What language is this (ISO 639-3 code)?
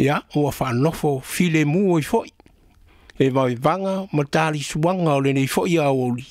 smo